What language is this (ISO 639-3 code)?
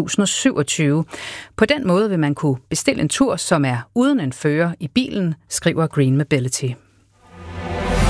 dan